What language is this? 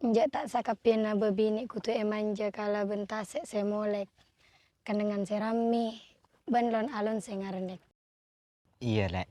Madurese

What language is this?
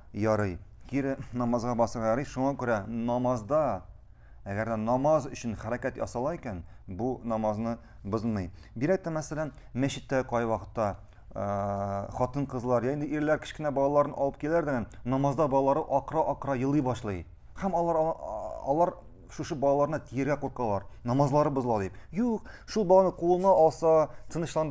Tatar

